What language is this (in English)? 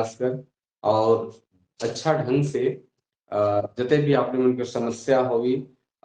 Sadri